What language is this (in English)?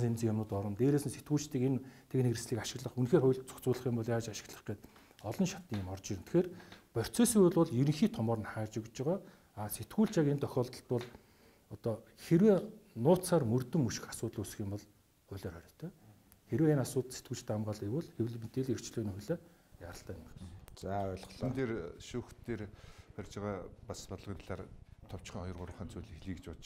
Mongolian